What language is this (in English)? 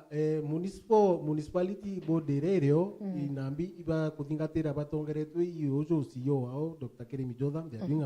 Meru